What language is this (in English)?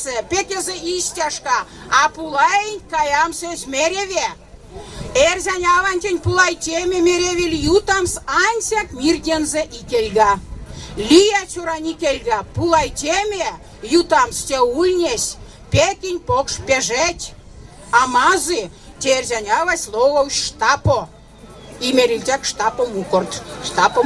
Erzya